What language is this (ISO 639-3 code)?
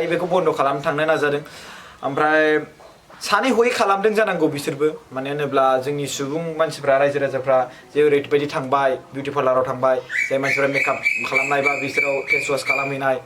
brx